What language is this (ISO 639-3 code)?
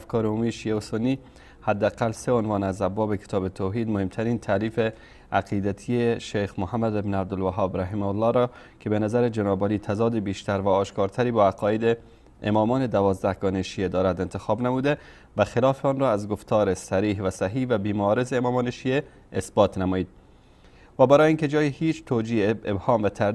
fas